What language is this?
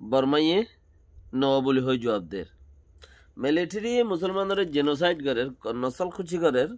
Rohingya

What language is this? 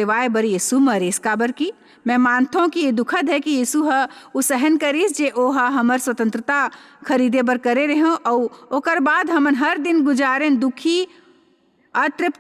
Chhattisgarhi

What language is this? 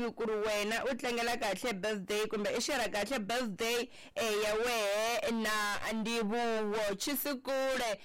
Tsonga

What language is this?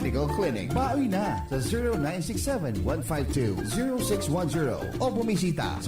Bikol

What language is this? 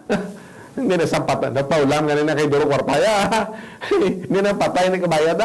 Hiligaynon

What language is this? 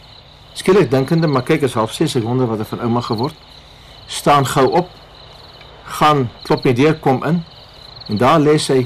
Afrikaans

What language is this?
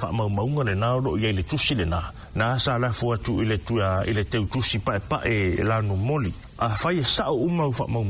Samoan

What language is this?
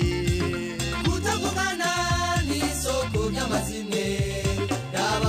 Rundi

